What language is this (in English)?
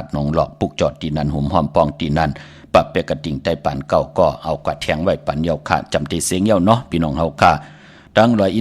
Shan